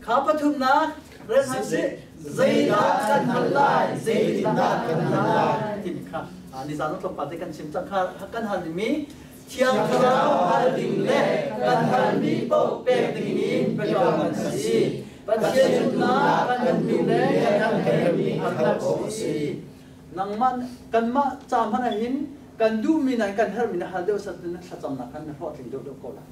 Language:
Hakha Chin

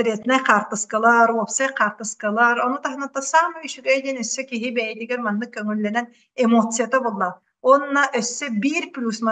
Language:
Yakut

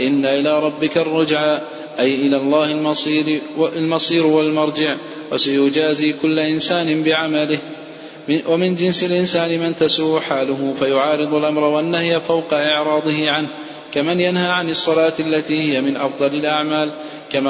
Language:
Arabic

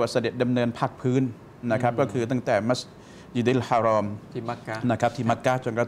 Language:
Thai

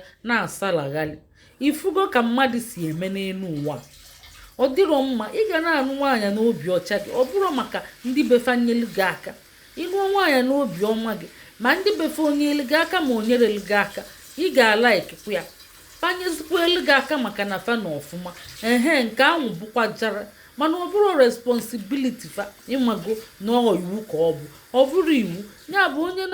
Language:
Igbo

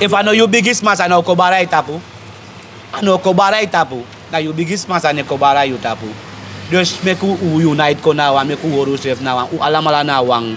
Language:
Sranan Tongo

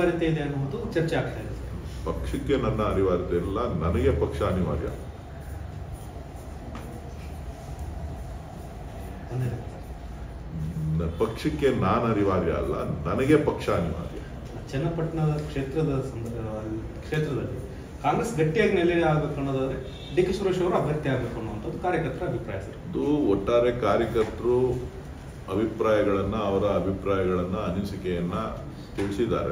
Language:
Kannada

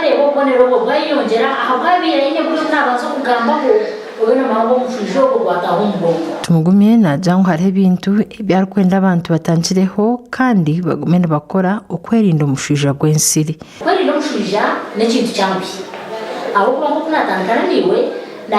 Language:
Nyankole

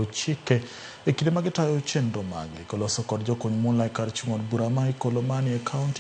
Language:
Luo (Kenya and Tanzania)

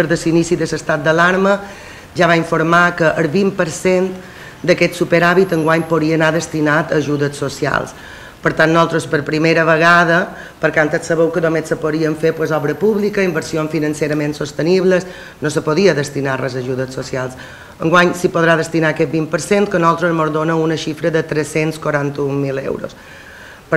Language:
Catalan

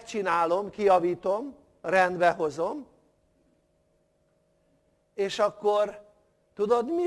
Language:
Hungarian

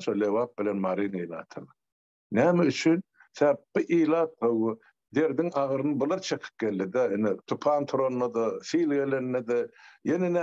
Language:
Turkmen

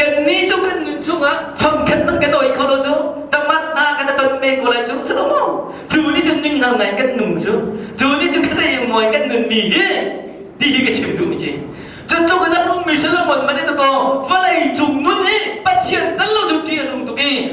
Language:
Hakha Chin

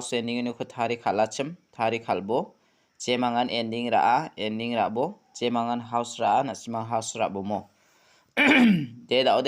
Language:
Garo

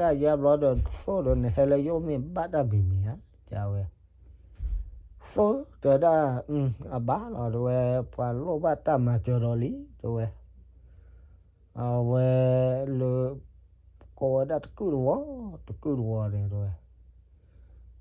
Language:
S'gaw Karen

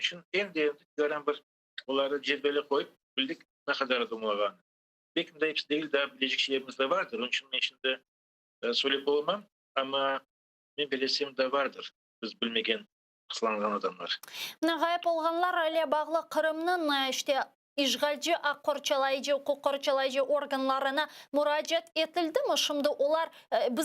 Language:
Crimean Tatar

